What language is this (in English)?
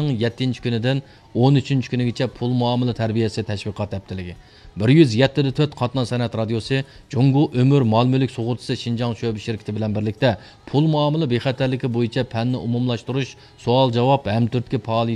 Uyghur